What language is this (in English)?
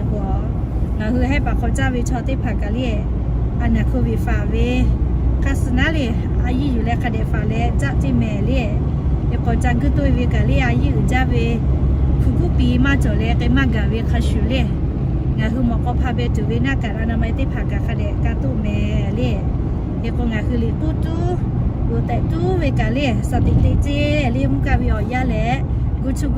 Lahu